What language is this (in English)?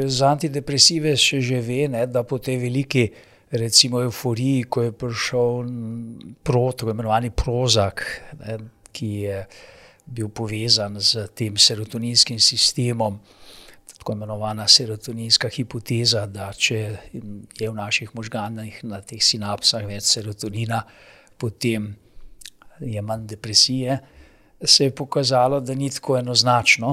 Slovenian